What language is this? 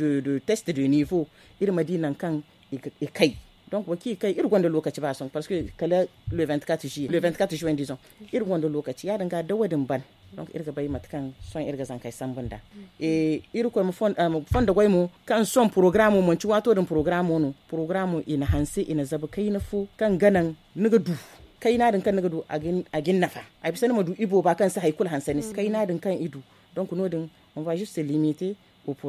Zarma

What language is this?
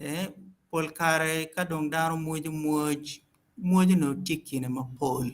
Acoli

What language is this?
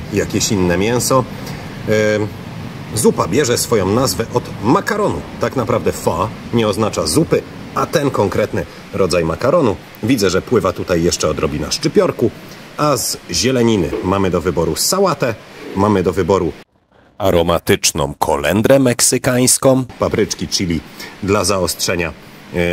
Polish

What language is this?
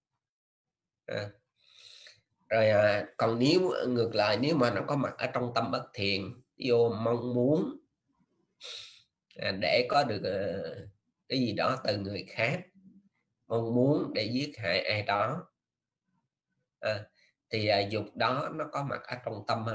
Vietnamese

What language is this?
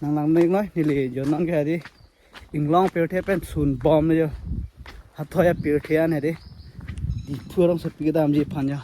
Karbi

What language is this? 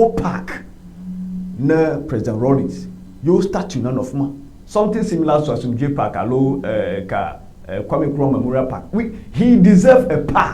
Ewe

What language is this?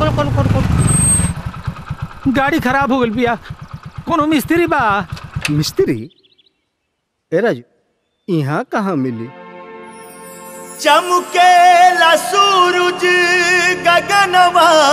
Bhojpuri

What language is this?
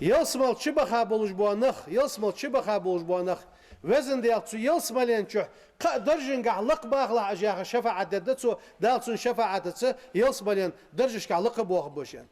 Ingush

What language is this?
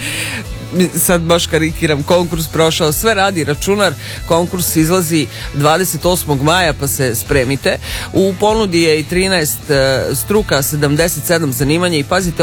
Serbian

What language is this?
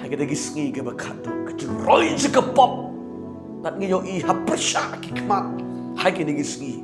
Khasi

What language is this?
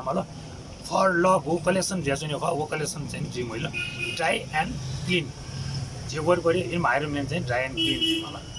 Newari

